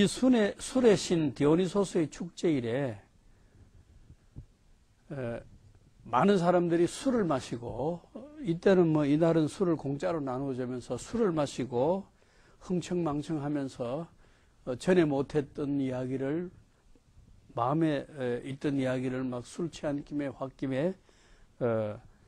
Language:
Korean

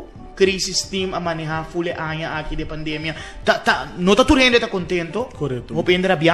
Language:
Papiamento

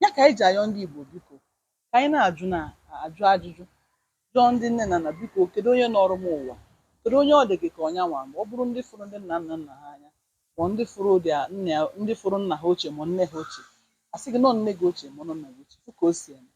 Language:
Igbo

